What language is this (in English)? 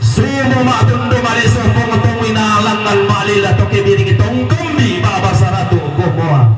Toraja-Sa'dan